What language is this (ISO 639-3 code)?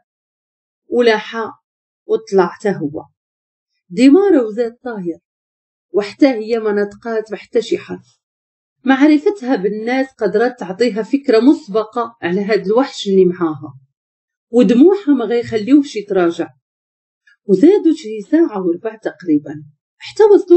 ary